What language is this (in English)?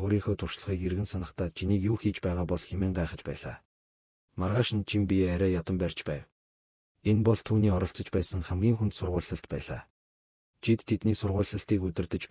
Mongolian